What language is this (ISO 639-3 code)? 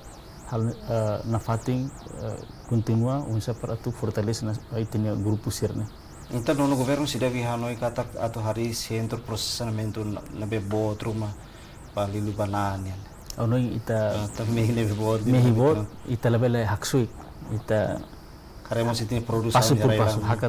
tet